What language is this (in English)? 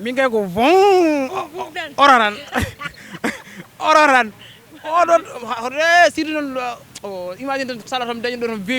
Fula